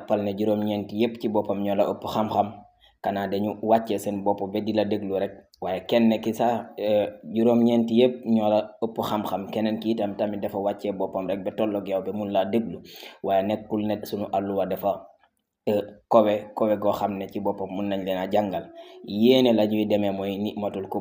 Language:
Wolof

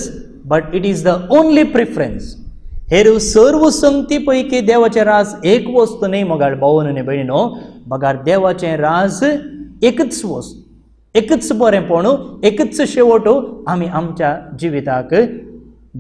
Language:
Konkani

